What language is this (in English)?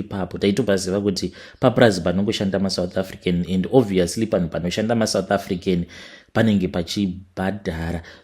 Shona